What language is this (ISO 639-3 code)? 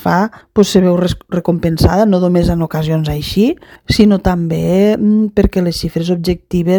cat